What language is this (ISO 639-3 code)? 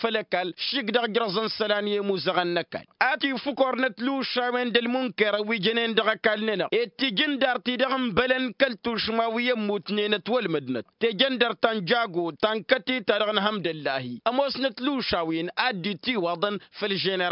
taq